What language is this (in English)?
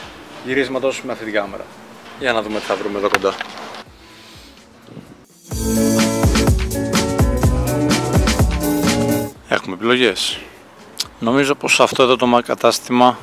Greek